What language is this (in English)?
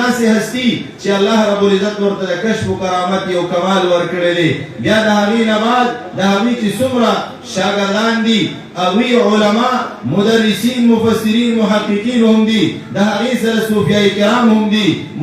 Pashto